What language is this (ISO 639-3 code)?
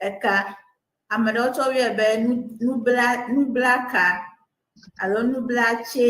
ewe